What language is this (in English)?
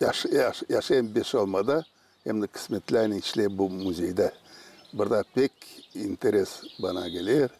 Gagauz